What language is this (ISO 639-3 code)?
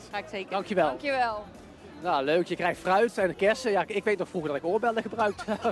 nld